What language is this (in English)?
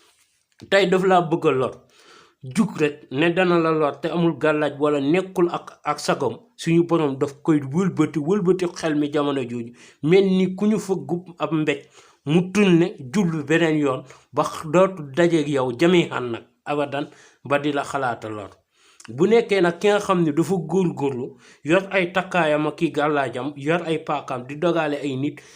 Wolof